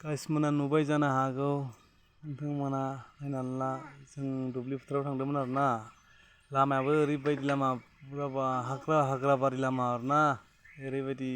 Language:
Bodo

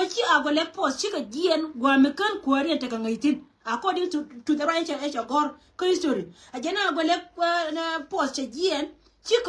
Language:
Nuer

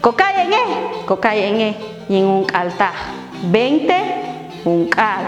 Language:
Popti'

